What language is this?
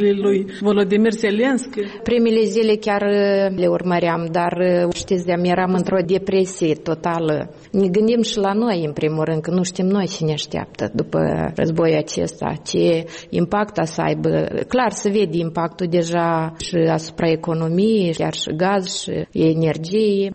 Romanian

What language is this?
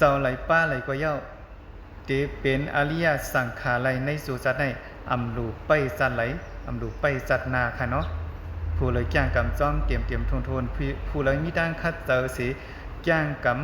Shan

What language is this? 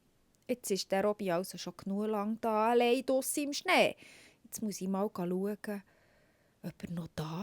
Swiss German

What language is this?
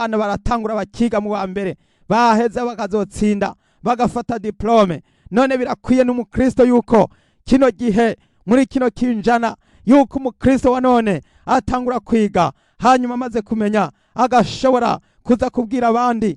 Rundi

